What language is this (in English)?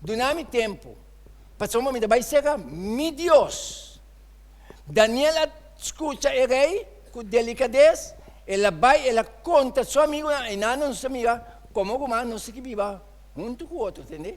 Papiamento